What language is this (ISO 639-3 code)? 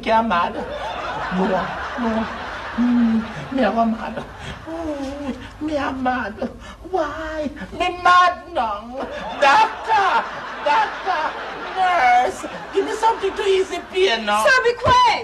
jam